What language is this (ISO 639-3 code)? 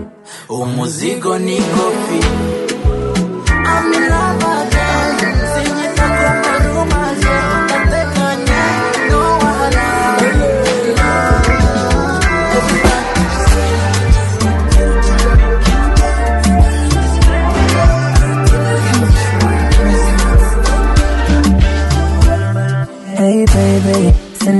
kin